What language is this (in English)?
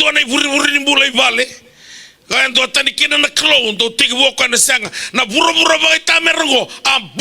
Fijian